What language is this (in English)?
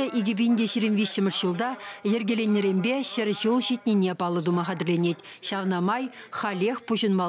Chuvash